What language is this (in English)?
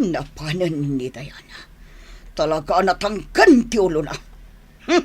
Iloko